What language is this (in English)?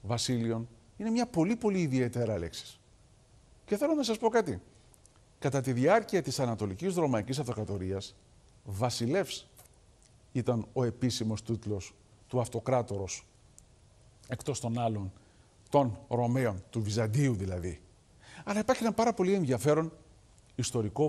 Greek